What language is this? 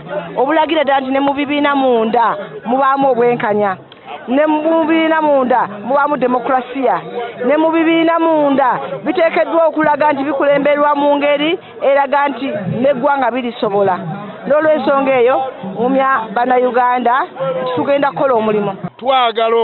Ganda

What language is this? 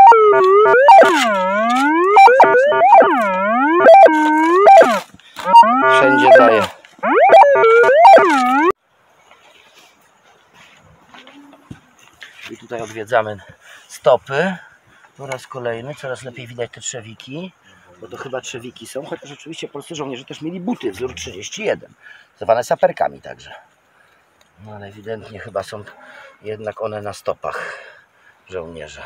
Polish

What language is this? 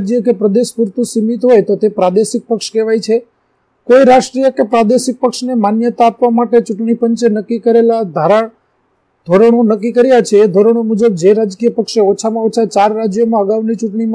Gujarati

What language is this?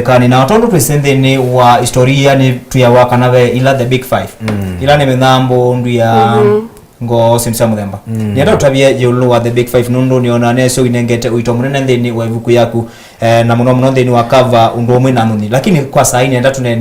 Kamba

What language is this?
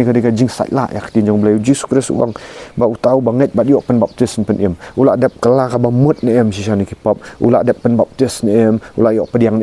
Khasi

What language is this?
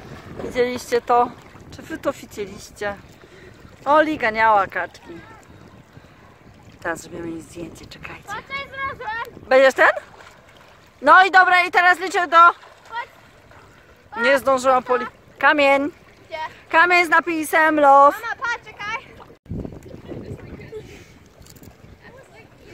Polish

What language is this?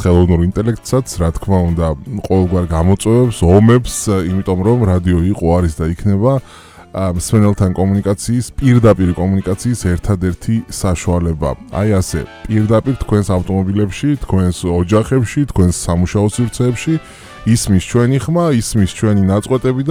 Georgian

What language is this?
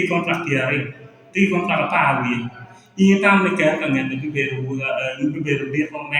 Acoli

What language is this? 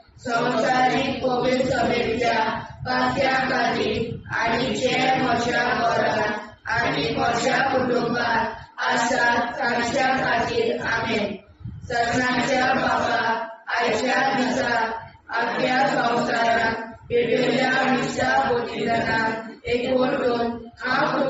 Konkani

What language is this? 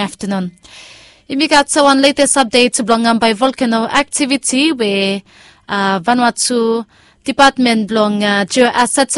Bislama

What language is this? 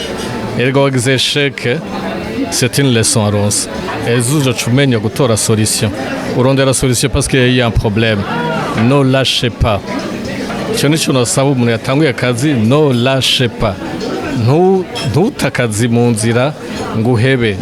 Rundi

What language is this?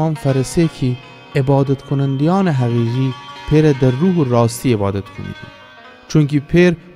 Gilaki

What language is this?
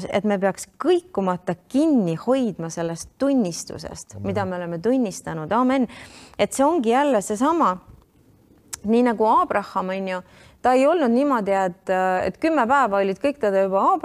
Estonian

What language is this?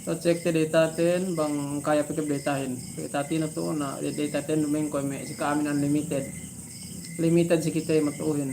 Yakan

